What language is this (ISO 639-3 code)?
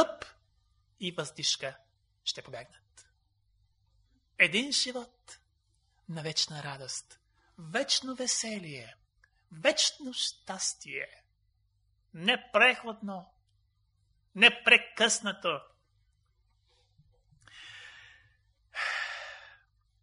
bul